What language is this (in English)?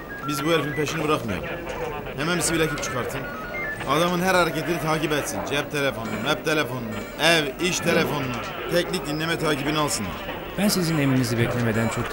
Turkish